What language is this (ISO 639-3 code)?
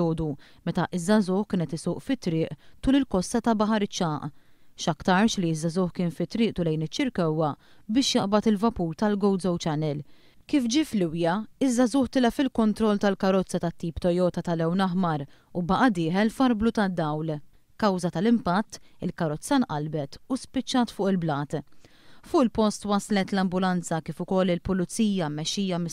mlt